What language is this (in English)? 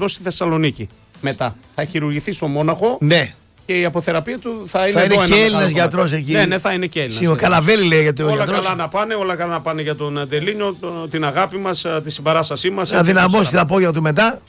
Greek